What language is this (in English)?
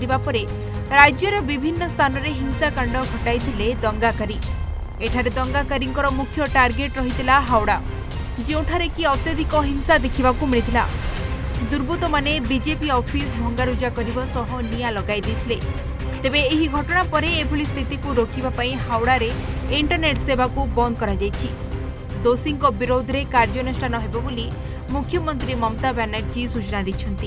Odia